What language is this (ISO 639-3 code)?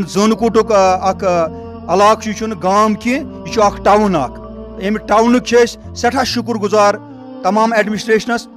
kas